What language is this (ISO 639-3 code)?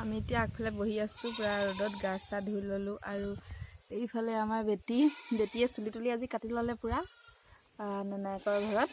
asm